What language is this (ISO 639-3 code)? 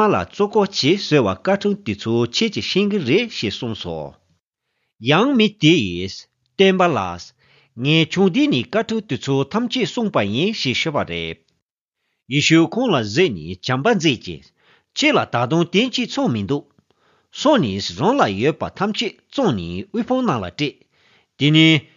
lav